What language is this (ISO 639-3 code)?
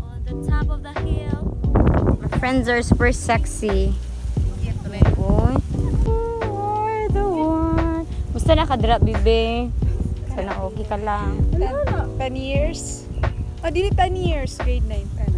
ceb